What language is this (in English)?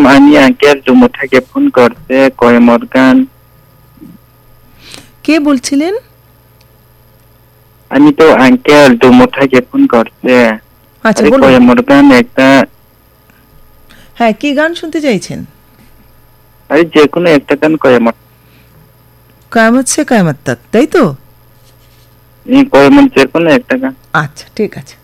Bangla